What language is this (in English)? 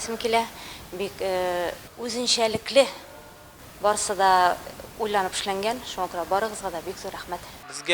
Tatar